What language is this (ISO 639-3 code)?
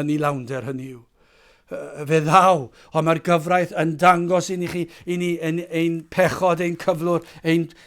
cym